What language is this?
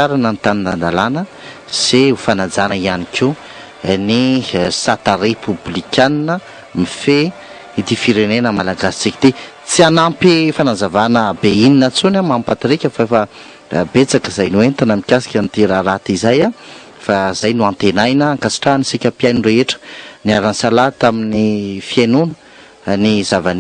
Malagasy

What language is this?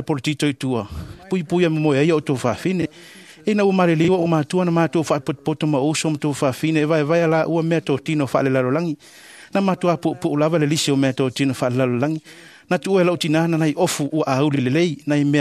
Samoan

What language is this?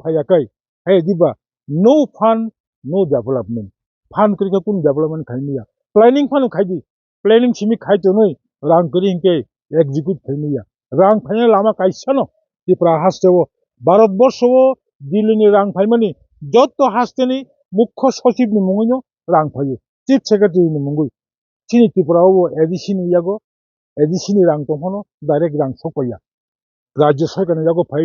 Kok Borok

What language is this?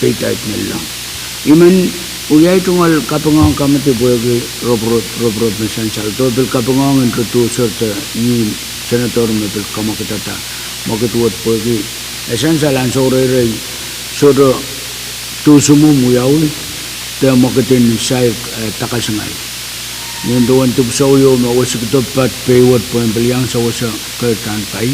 Pohnpeian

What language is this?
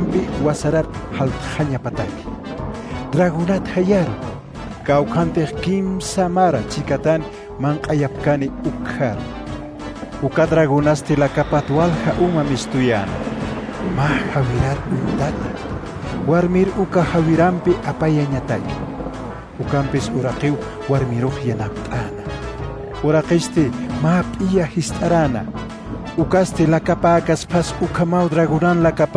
Aymara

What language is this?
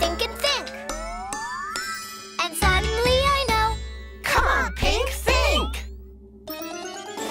English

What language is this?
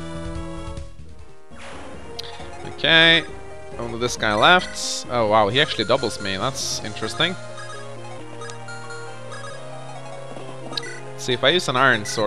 English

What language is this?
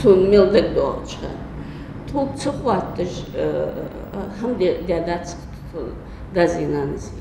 Ingush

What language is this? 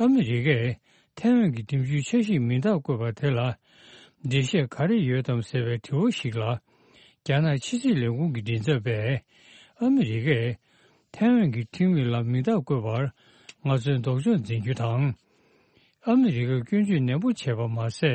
Tibetan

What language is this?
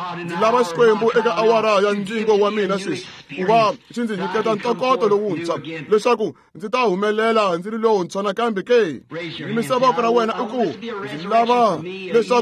Tsonga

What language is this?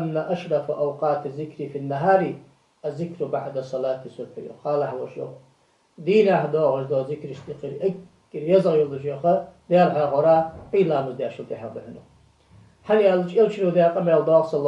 Ingush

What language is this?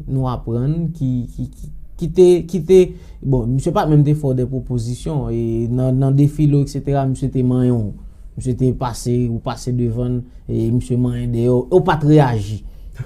Haitian Creole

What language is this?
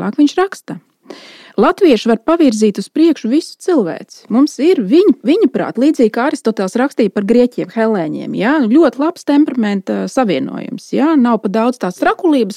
Latvian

